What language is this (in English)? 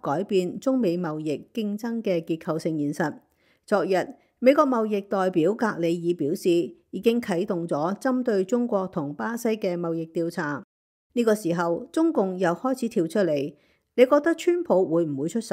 Cantonese